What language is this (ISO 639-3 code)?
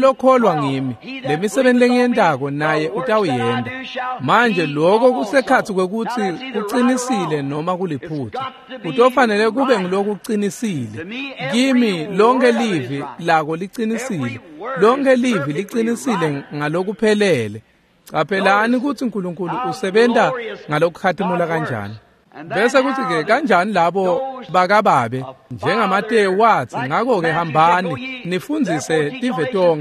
ssw